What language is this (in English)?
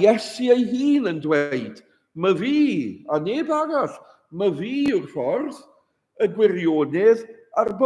Welsh